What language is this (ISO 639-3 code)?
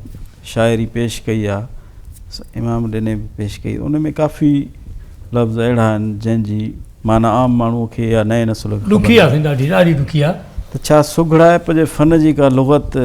snd